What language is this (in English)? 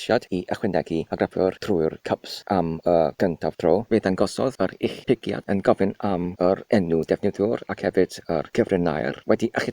Welsh